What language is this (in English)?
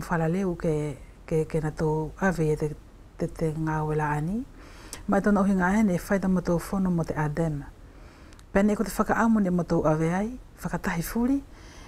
Wallisian